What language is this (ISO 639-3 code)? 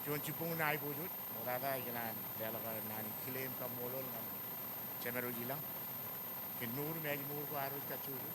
mah